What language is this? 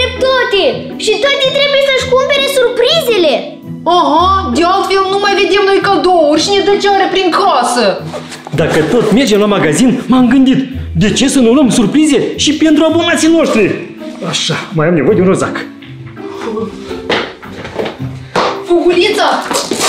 Romanian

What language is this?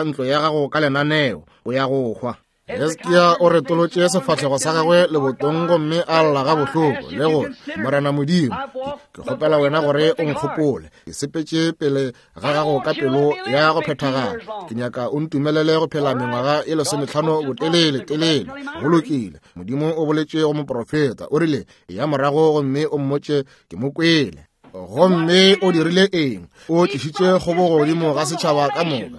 Northern Sotho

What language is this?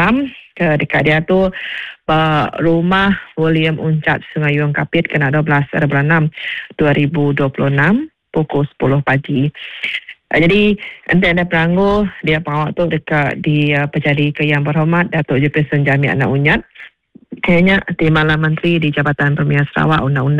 Iban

